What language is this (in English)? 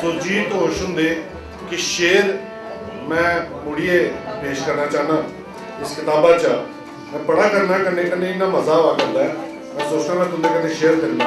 Dogri